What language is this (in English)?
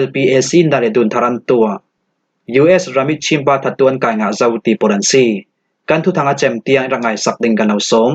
Falam Chin